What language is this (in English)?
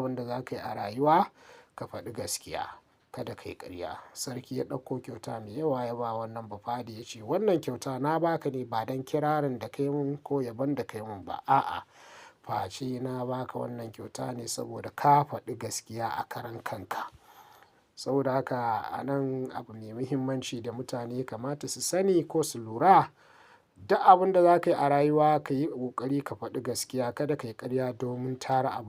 Hausa